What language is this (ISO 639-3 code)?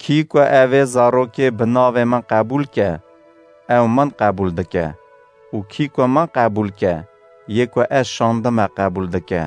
kur